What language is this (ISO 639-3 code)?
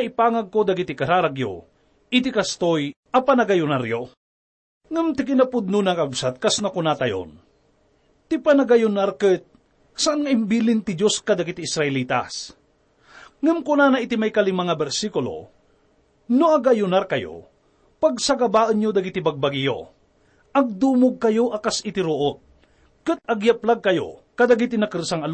ilo